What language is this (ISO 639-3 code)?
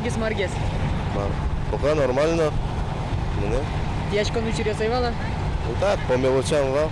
udm